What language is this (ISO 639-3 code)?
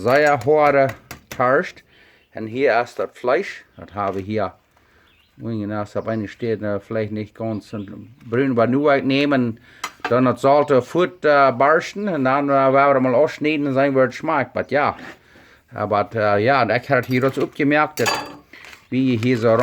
pdt